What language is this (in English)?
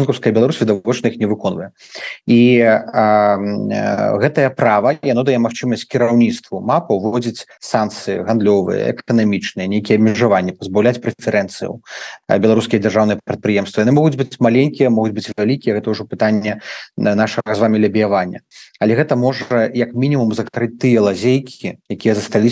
Belarusian